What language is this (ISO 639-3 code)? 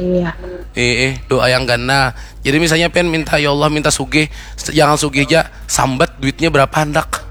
bjn